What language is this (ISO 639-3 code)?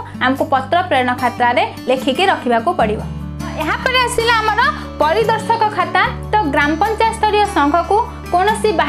ori